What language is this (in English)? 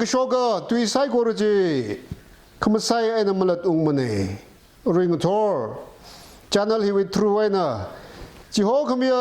Tangkhul Naga (India)